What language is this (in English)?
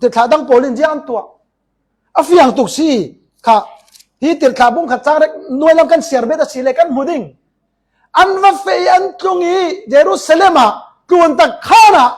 Falam Chin